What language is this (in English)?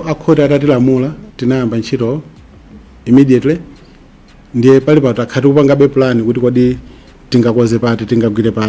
Nyanja